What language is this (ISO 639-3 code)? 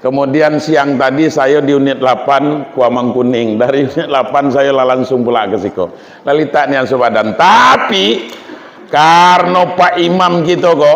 min